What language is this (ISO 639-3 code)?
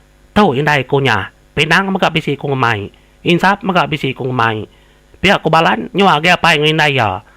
iba